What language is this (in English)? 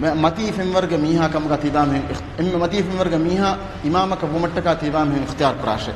Divehi